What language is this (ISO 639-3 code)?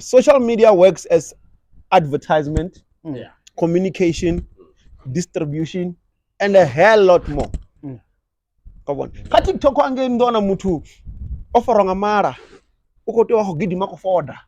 ven